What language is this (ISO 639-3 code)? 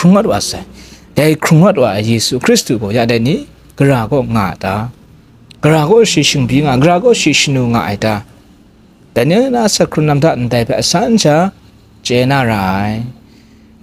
kac